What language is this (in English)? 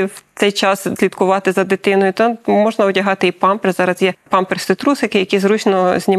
Ukrainian